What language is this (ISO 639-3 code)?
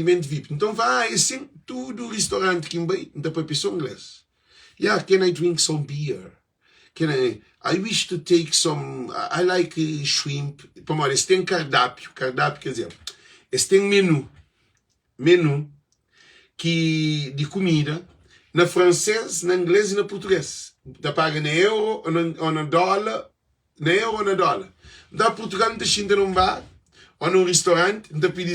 kea